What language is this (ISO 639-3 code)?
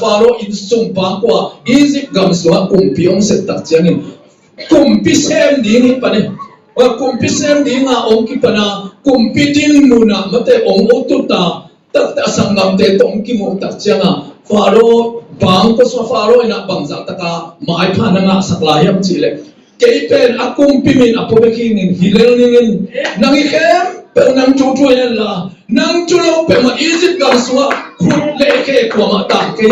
ctd